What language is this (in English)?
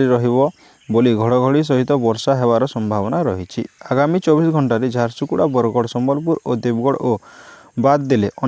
Odia